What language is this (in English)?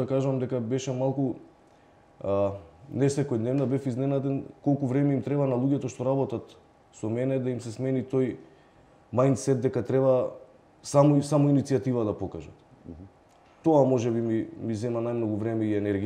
Macedonian